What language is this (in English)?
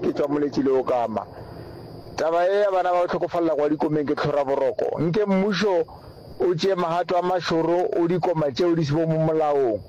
Northern Sotho